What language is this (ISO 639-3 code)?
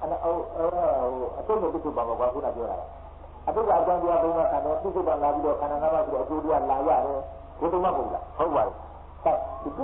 mya